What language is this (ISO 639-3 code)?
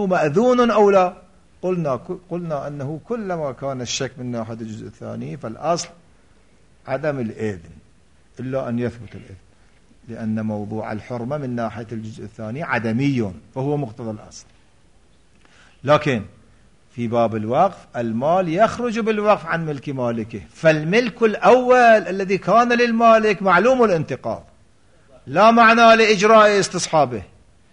ara